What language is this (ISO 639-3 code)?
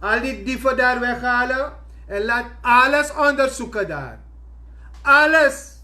srn